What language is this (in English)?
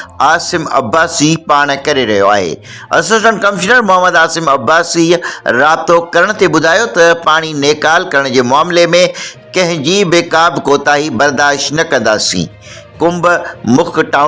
Sindhi